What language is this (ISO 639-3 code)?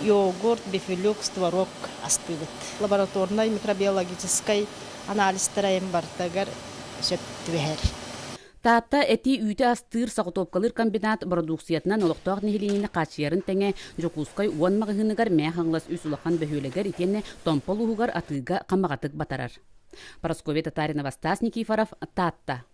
sah